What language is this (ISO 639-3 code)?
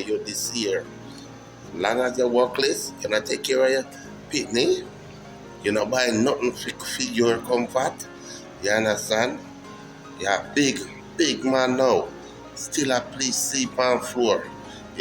jam